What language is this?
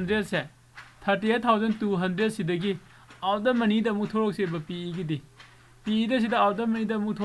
Manipuri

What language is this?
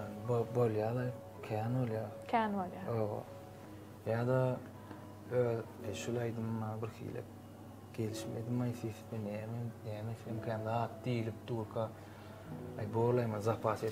Turkmen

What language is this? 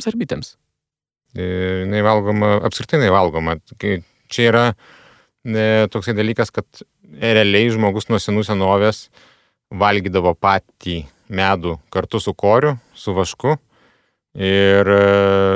Lithuanian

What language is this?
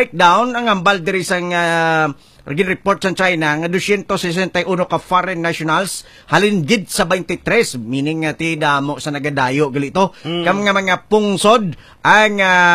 Hiligaynon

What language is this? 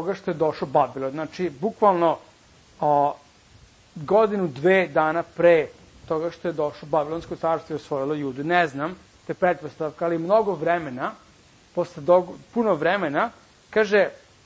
Serbian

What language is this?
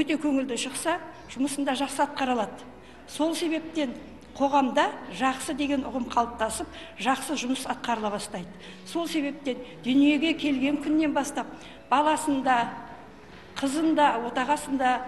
Kazakh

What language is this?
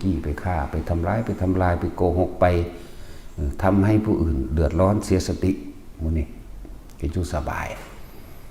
Northeastern Thai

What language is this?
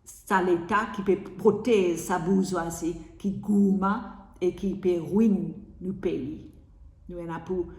Morisyen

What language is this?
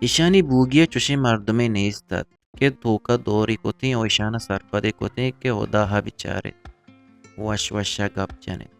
Eastern Balochi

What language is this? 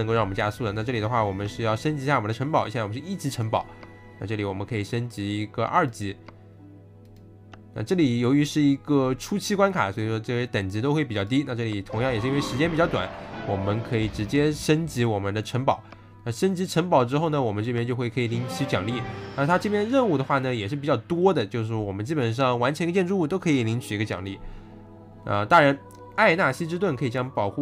Chinese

